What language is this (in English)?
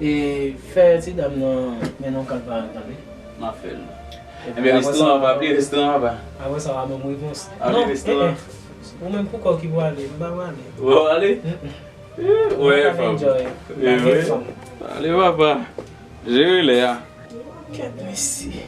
Haitian Creole